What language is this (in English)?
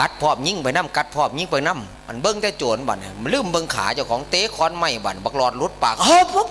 Northeastern Thai